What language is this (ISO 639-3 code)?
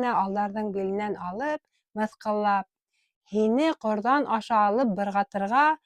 bak